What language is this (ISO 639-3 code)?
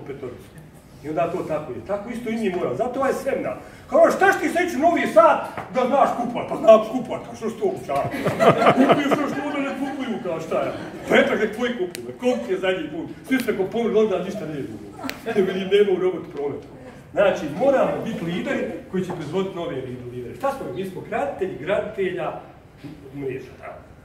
bos